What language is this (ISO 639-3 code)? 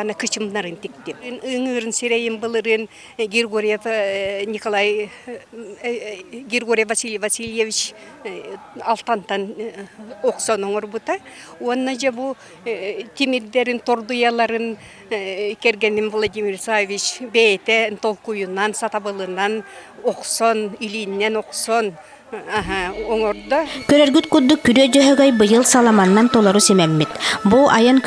sah